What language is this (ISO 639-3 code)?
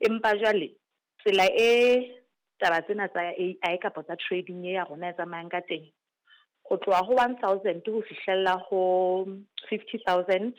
sot